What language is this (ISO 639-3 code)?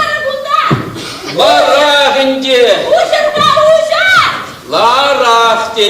chv